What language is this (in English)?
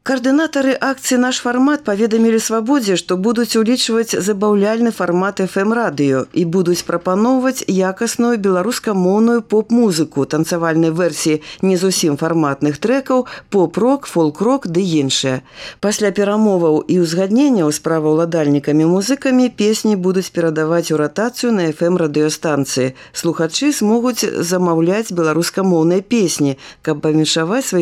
Belarusian